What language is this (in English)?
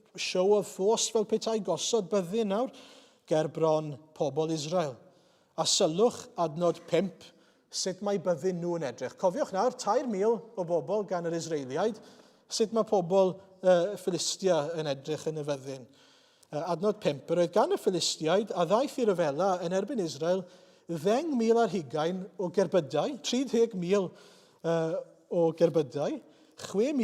Welsh